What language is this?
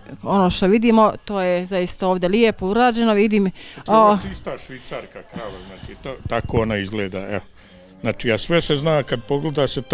Bosnian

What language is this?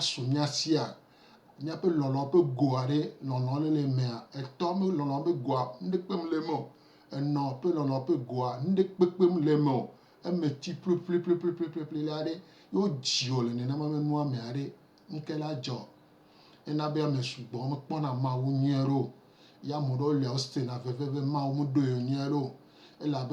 Gen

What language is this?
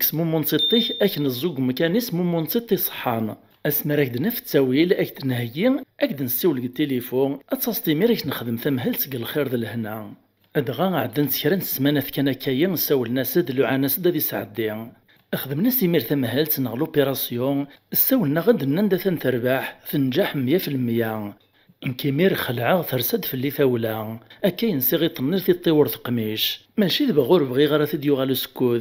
Kabyle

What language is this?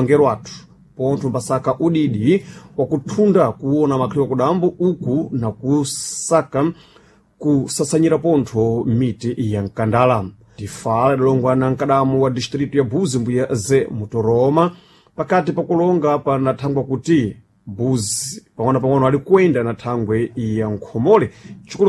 Sena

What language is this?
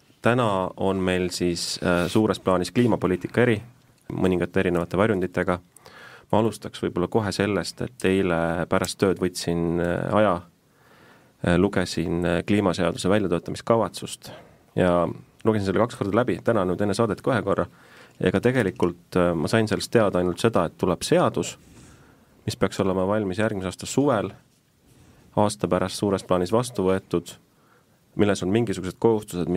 Estonian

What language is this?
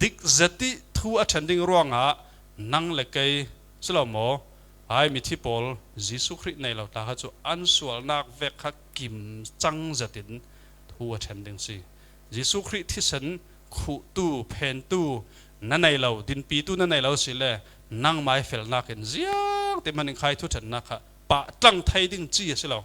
Falam Chin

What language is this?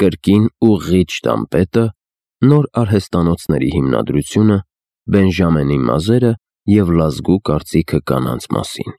Armenian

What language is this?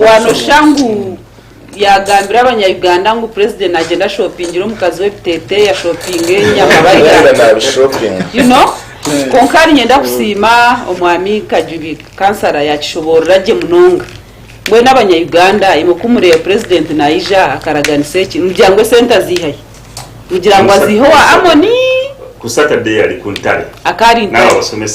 Nyankole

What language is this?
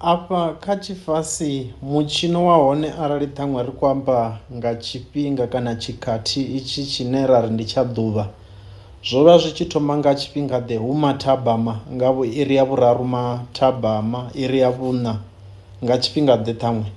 Venda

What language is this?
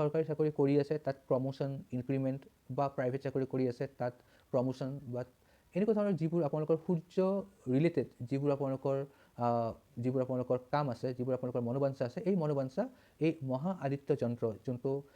Assamese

